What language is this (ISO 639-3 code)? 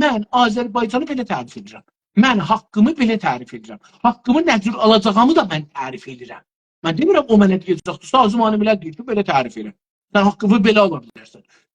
azb